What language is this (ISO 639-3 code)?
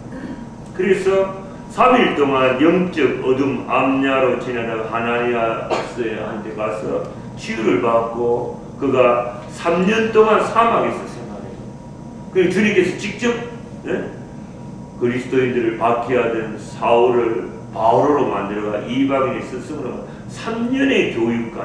kor